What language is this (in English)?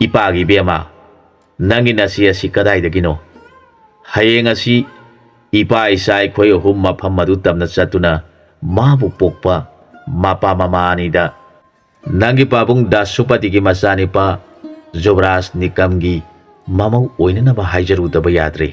Manipuri